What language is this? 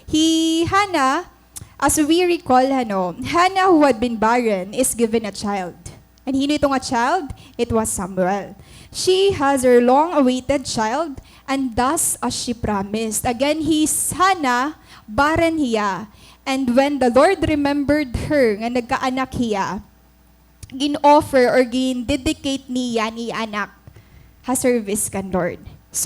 Waray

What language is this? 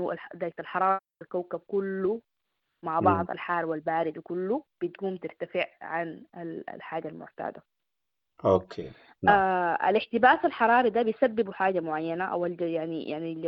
Sudanese Arabic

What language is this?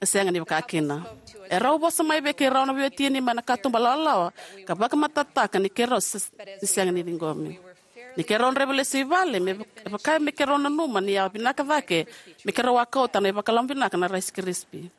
Fijian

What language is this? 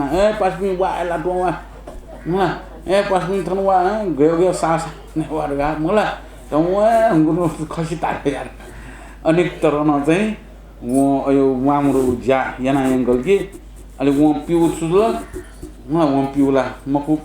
Newari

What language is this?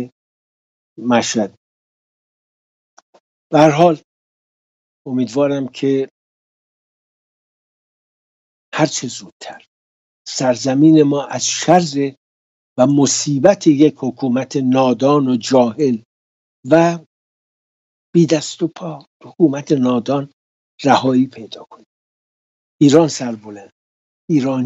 Persian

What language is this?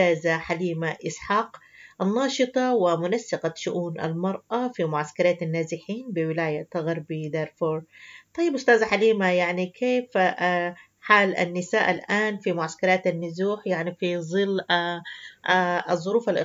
Sudanese Arabic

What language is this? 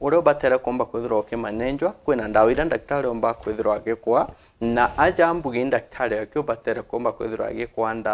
Meru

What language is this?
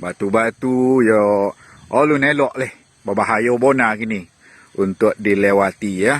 Minangkabau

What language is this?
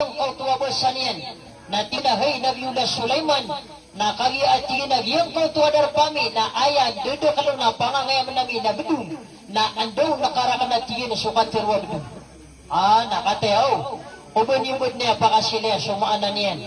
Maranao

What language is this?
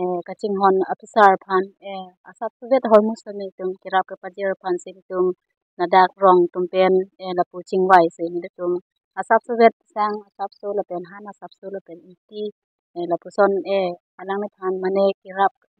Karbi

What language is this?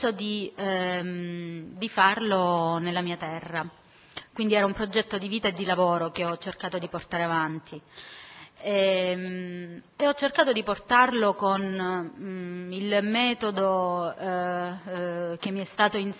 Italian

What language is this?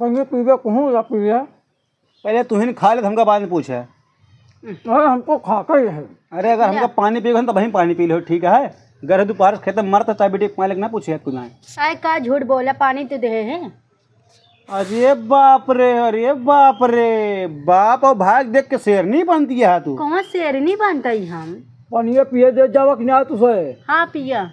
Awadhi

